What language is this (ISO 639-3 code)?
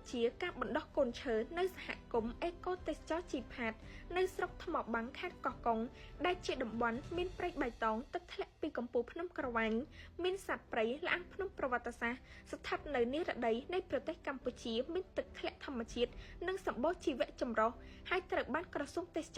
khm